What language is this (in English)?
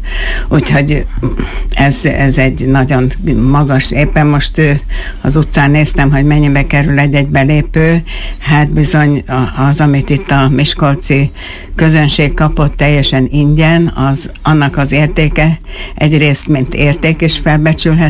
Hungarian